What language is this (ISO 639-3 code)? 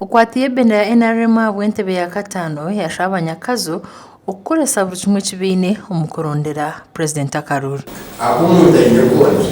nyn